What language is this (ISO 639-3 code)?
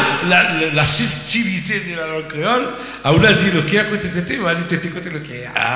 rcf